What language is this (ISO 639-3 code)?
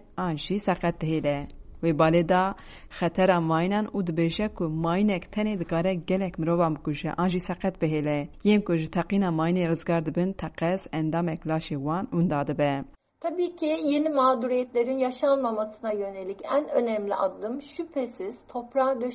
kur